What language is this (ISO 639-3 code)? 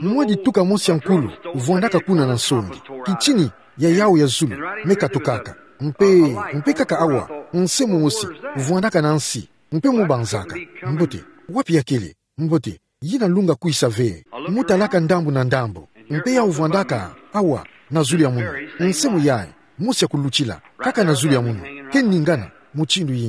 ktu